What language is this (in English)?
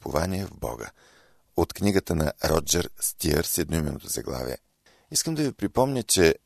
Bulgarian